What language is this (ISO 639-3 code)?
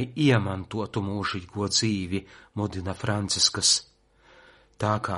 lav